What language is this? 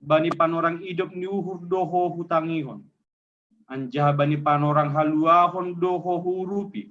Batak Simalungun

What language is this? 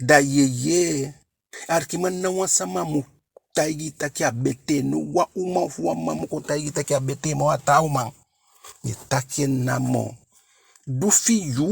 Eastern Maroon Creole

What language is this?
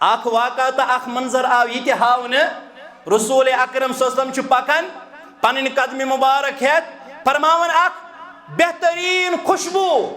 Kashmiri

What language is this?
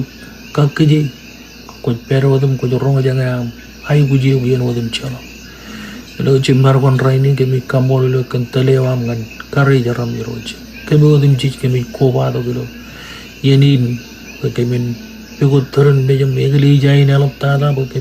Marshallese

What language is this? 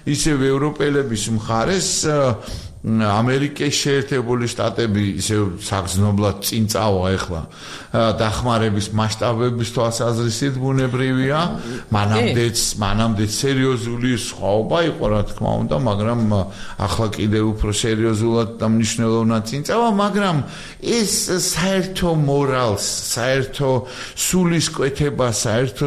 Georgian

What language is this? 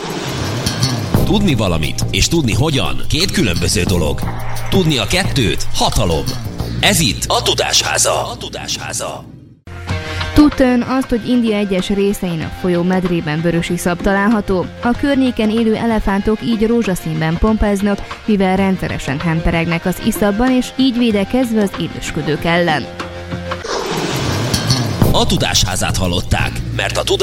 Hungarian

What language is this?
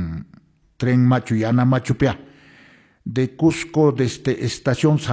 Quechua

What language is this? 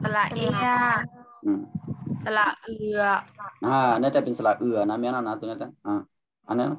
Shan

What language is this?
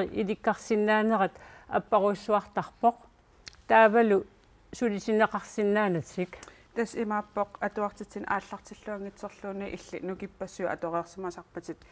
Kalaallisut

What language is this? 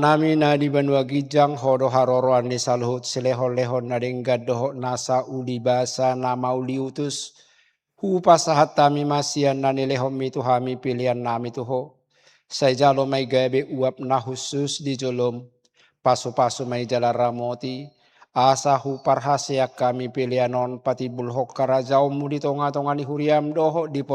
Batak Toba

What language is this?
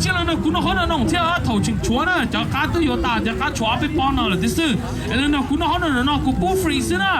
Hmong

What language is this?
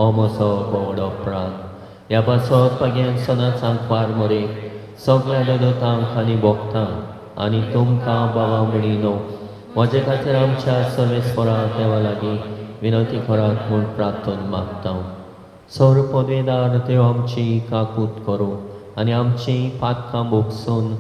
Konkani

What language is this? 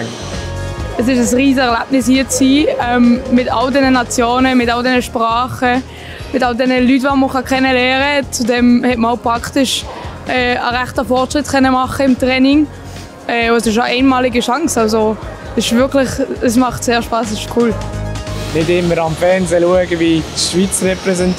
German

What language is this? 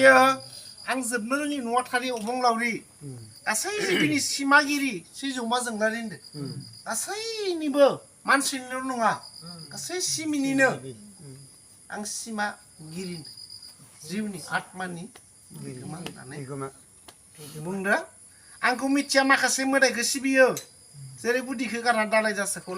Bodo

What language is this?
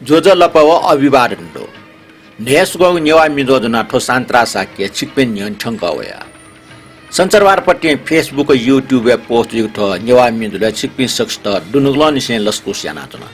Newari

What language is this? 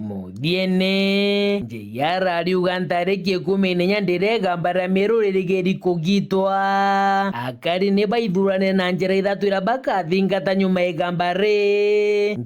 Meru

